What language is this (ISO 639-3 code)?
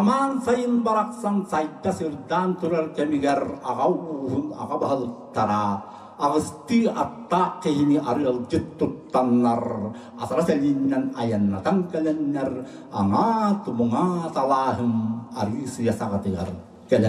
sah